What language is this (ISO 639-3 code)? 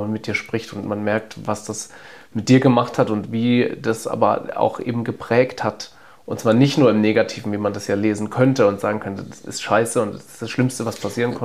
deu